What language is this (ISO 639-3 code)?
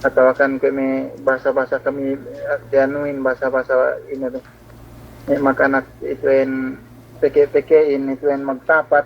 yka